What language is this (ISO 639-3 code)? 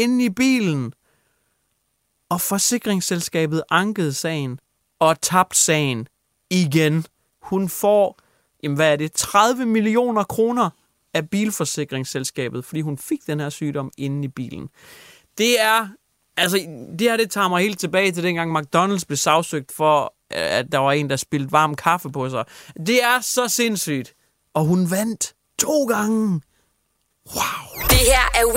dan